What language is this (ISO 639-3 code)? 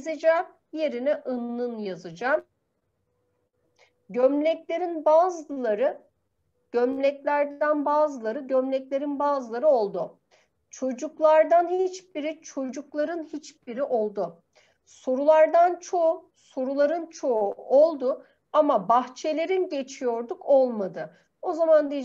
tur